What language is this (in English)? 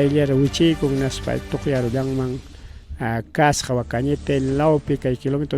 Ayacucho Quechua